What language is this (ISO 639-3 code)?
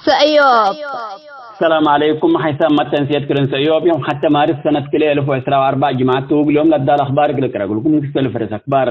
tig